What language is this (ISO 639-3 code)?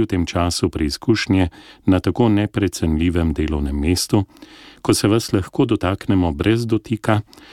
slv